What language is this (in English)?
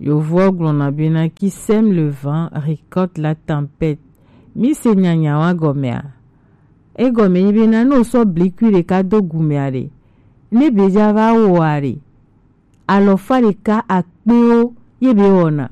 Gen